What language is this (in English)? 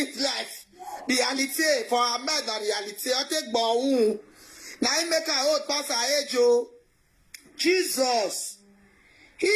Nigerian Pidgin